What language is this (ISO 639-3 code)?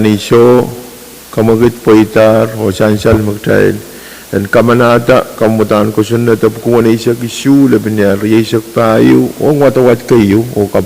pon